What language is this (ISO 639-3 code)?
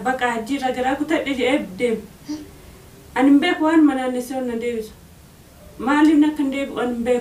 orm